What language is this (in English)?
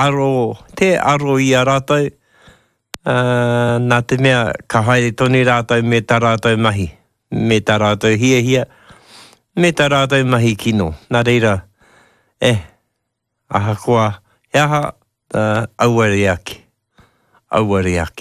Māori